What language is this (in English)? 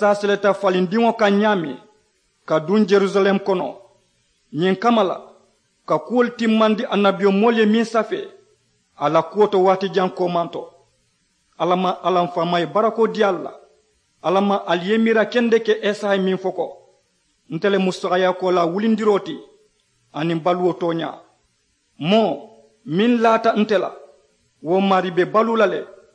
Mandingo